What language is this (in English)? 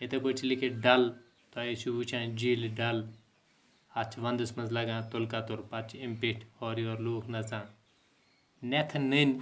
Kashmiri